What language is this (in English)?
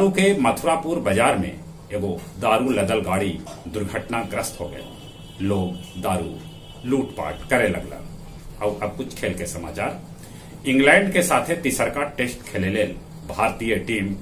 Magahi